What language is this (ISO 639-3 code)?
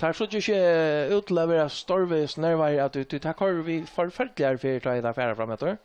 fao